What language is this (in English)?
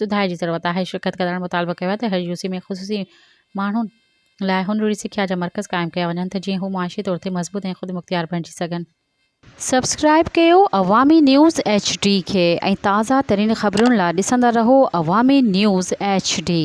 Sindhi